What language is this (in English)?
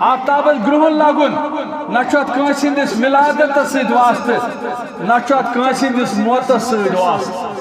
Kashmiri